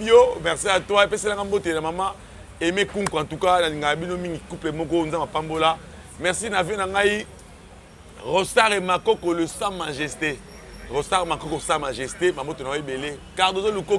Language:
Lingala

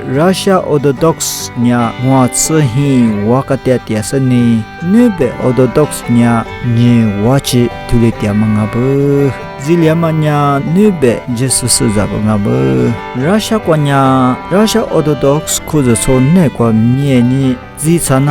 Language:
Lisu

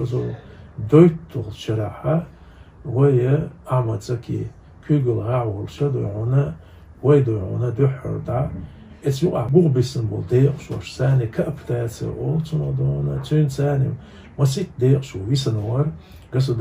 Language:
Chechen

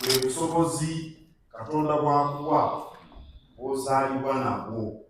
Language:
Ganda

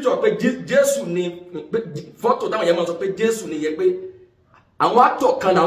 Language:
Yoruba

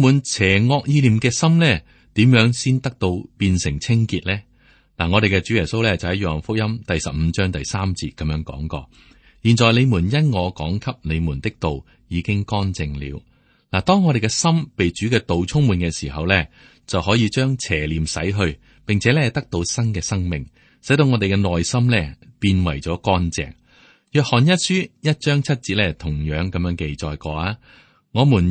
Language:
Cantonese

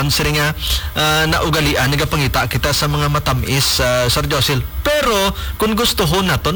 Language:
Hiligaynon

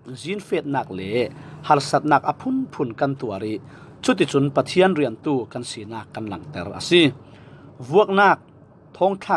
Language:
Falam Chin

